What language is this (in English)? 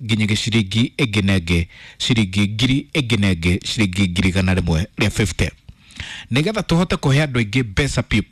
Kikuyu